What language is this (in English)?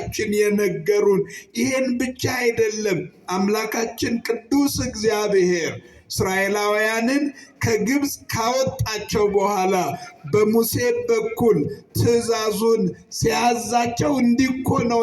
Amharic